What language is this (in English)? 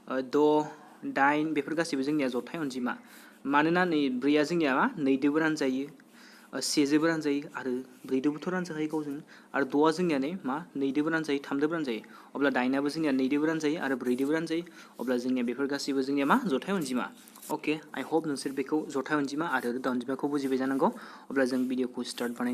Bodo